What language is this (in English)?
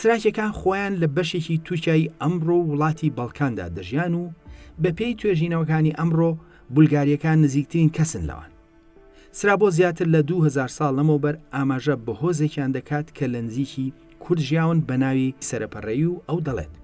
Central Kurdish